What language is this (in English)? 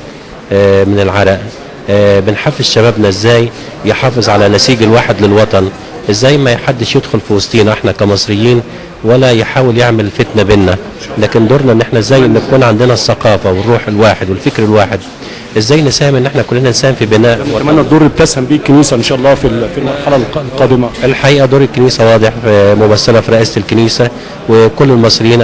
Egyptian Arabic